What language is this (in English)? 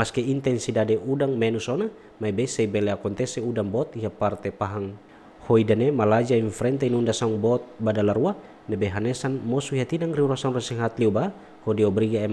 Tetum